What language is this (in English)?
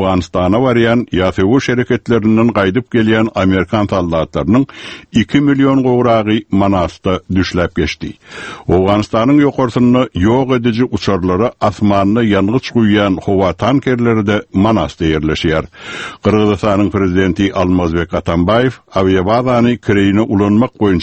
Turkmen